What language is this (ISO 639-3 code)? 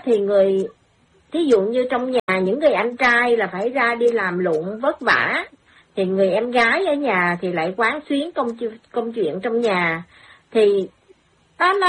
vie